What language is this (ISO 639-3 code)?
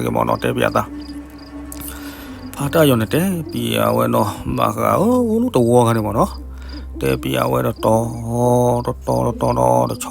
ksw